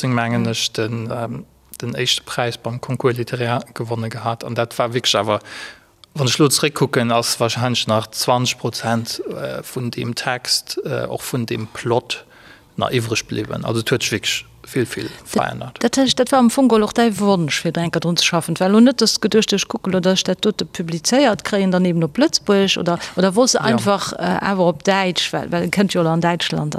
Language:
Luxembourgish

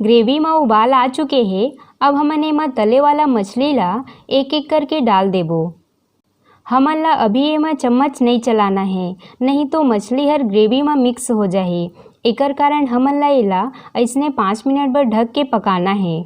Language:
Chhattisgarhi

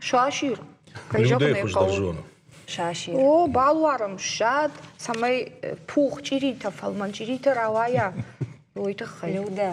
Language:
Ossetic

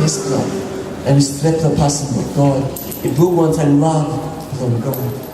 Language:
Tok Pisin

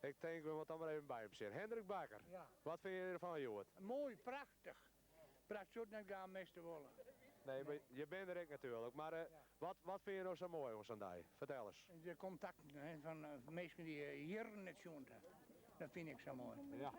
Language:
Western Frisian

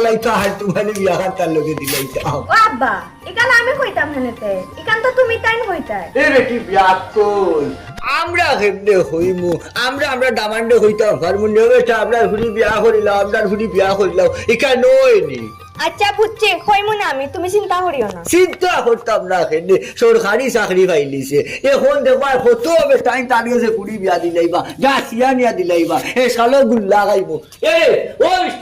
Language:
Sylheti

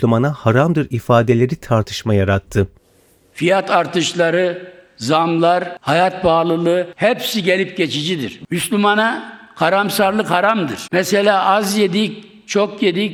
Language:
Turkish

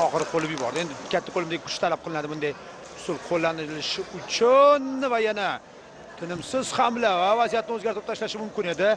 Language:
Uzbek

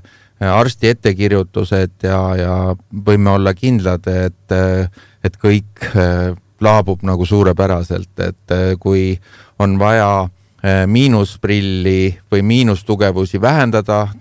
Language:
Estonian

